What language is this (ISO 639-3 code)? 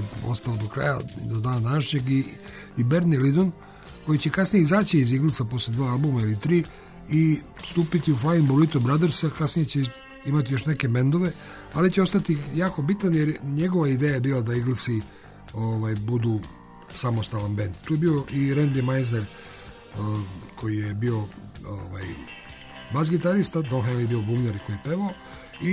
srp